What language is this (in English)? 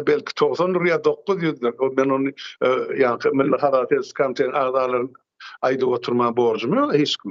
Turkmen